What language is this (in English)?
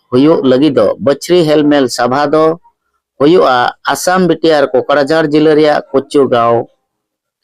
Santali